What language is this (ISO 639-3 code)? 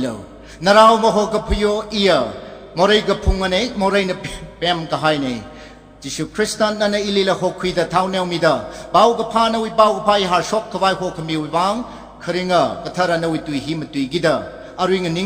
nmf